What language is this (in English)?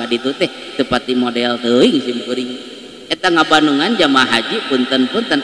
Sundanese